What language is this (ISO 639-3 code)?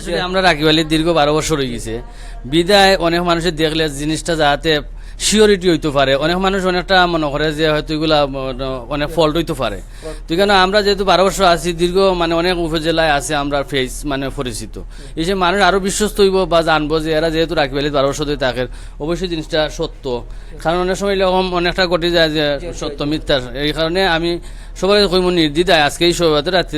syl